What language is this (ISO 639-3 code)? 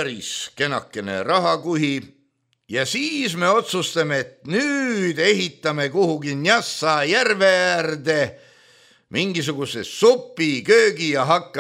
est